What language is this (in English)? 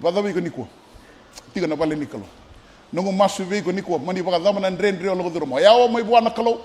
Fijian